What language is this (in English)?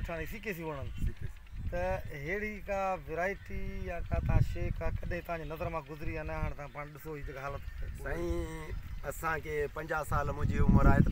Sindhi